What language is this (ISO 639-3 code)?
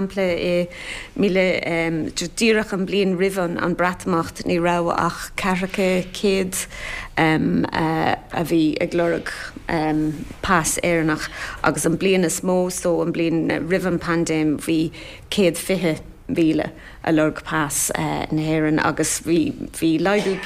gle